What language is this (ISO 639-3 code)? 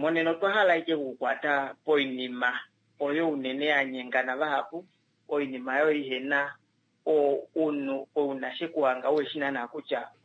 kua